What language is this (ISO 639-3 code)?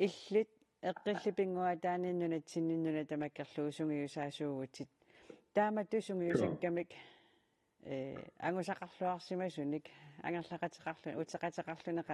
kal